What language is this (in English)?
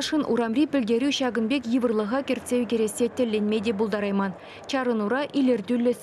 Chuvash